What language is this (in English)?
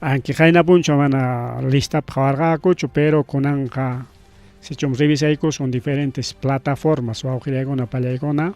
Ayacucho Quechua